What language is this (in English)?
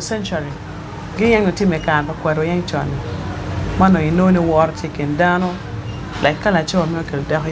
Acoli